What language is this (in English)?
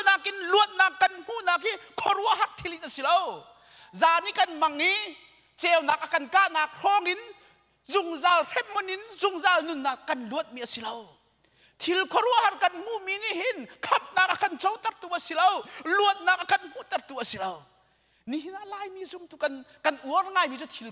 Hakha Chin